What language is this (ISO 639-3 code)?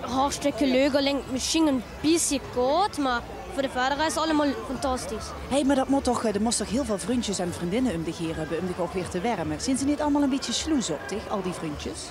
lim